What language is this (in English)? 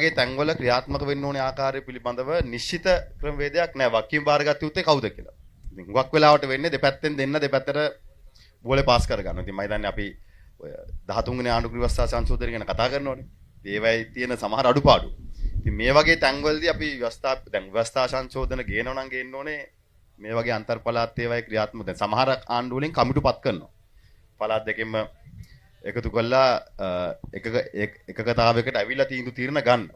Sinhala